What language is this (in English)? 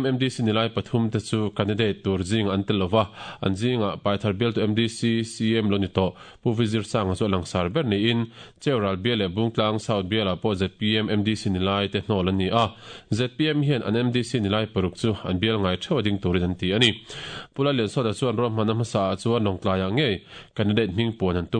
Mizo